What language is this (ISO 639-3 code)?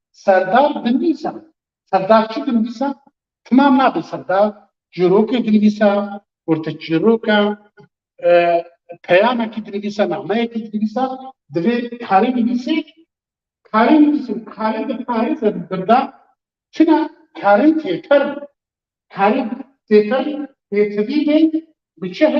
kur